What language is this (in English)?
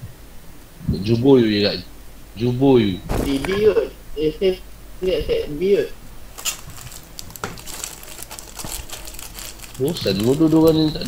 Malay